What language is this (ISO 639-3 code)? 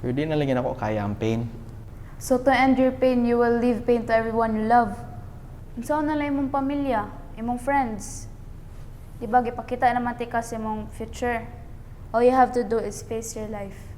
ceb